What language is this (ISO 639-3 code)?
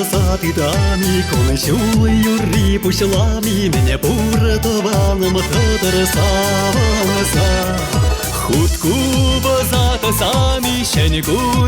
chv